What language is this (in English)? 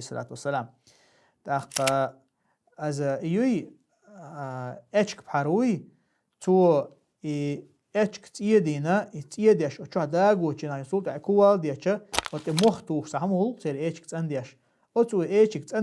Chechen